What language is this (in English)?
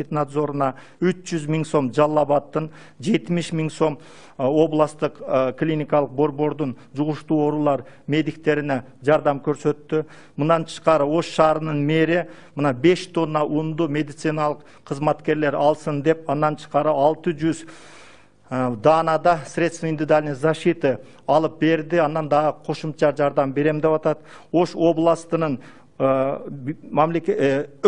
Kyrgyz